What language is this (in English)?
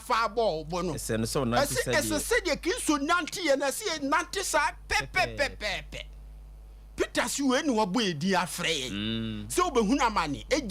Akan